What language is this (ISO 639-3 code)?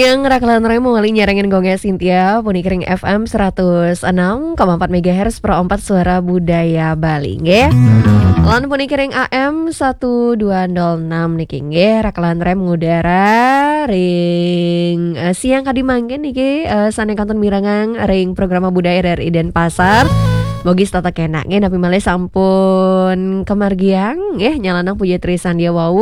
ban